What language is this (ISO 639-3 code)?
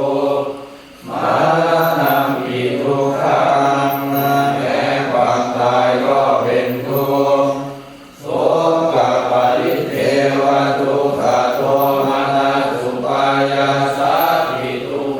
pli